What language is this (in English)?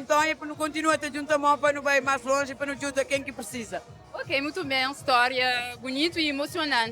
Kabuverdianu